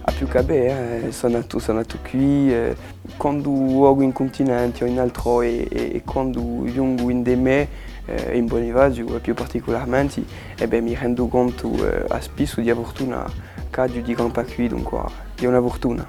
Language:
Corsican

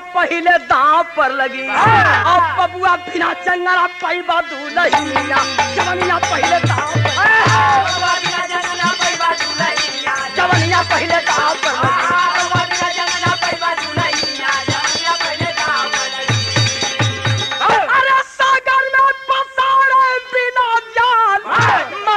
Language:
Bhojpuri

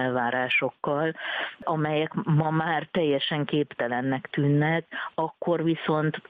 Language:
Hungarian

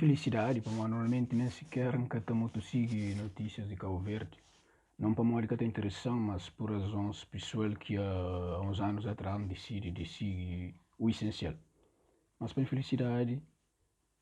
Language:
Kabuverdianu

